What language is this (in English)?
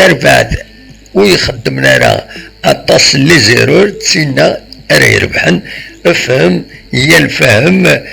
Kabyle